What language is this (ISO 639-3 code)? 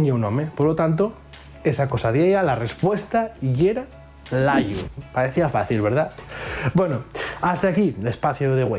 ast